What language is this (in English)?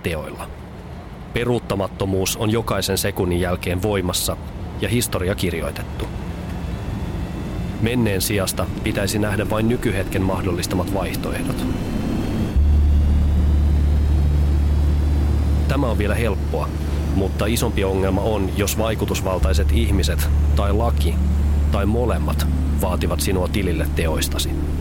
Finnish